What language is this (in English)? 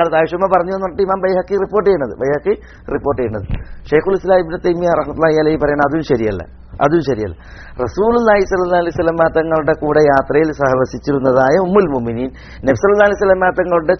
Malayalam